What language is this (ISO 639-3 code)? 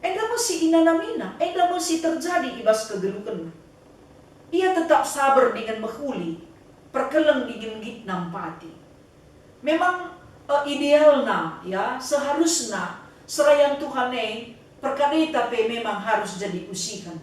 btx